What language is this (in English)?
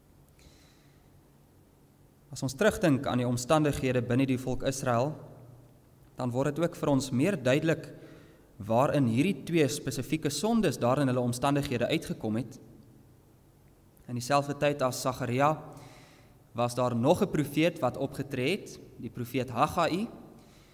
Afrikaans